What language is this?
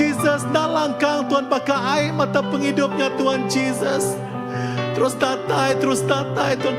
Iban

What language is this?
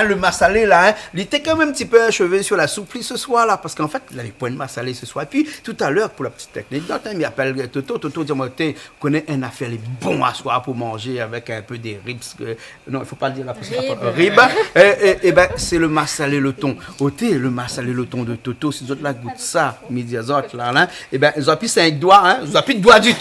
Réunion Creole French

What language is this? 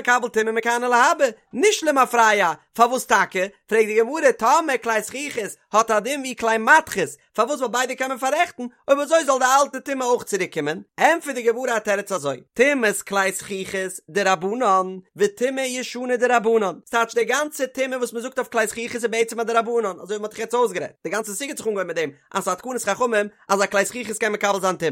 Yiddish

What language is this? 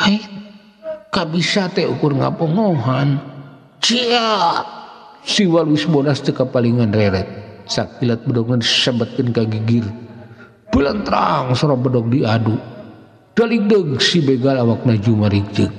Sundanese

